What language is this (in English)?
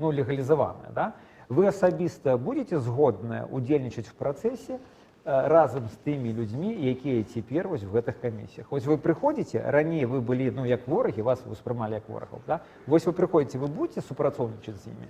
Belarusian